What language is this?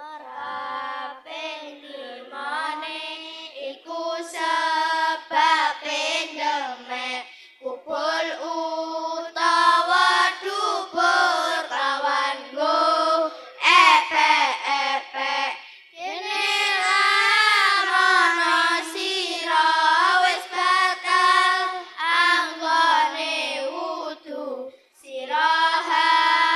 Javanese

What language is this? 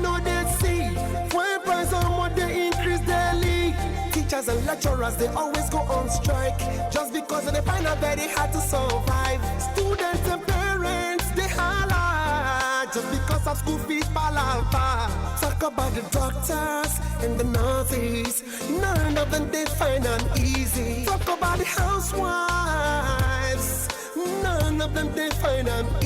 Nigerian Pidgin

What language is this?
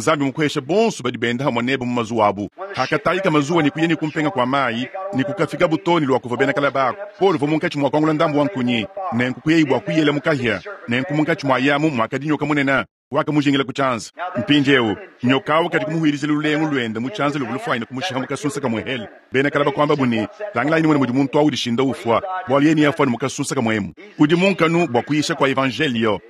Luba-Lulua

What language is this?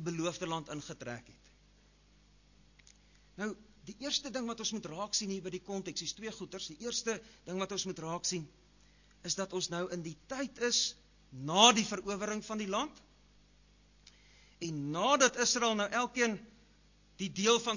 Afrikaans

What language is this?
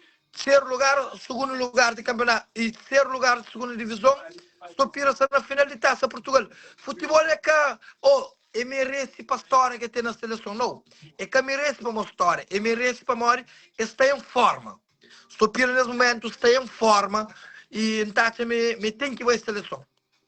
Kabuverdianu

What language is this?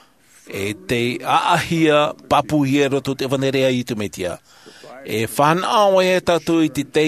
Tahitian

